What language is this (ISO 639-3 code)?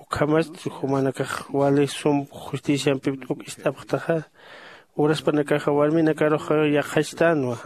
aym